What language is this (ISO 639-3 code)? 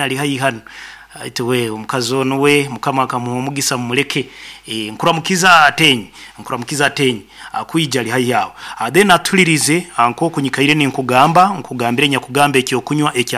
nyo